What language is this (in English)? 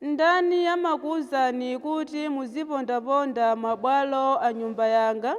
Nyanja